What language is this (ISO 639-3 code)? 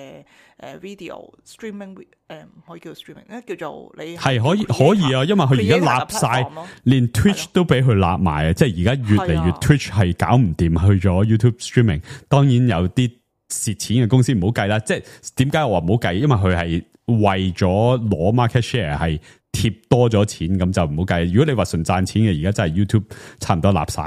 yue